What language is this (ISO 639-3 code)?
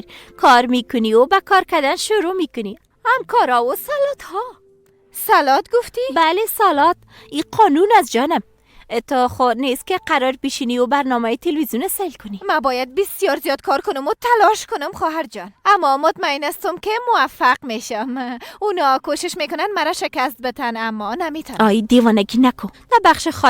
fas